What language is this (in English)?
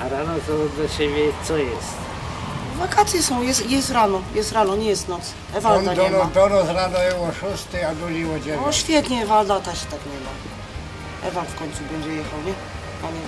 Silesian